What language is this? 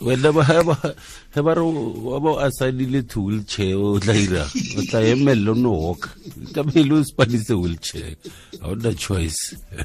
Tswana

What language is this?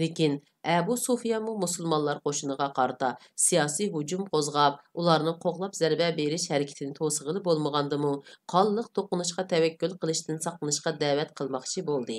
Uyghur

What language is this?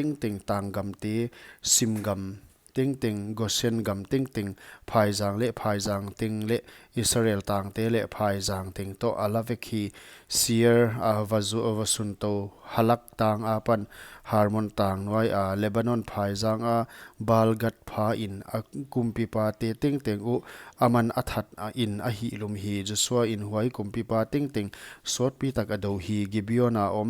Paite Chin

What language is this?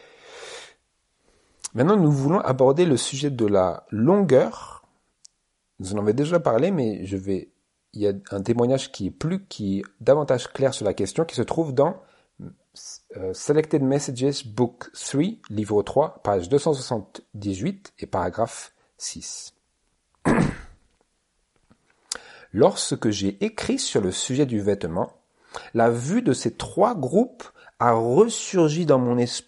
French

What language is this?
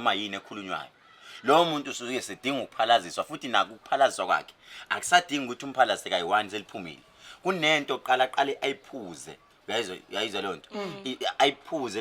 Zulu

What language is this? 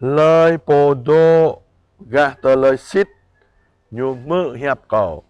Jarai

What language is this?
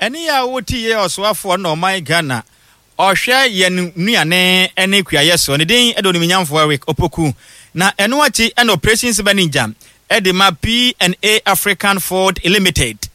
Akan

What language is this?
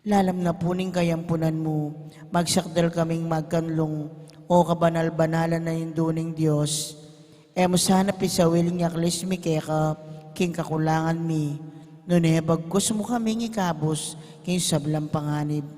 Pampanga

